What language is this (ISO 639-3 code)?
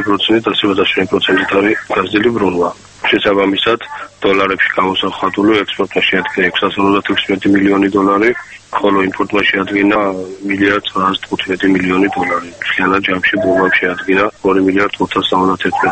kat